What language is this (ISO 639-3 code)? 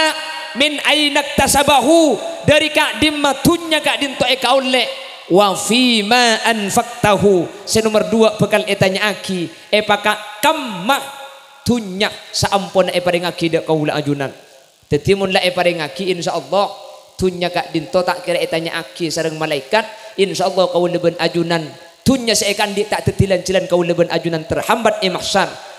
mad